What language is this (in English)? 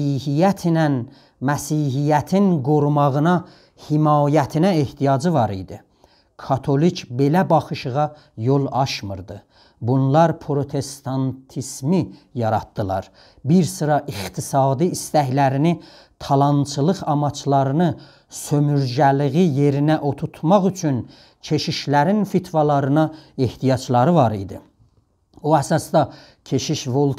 South Azerbaijani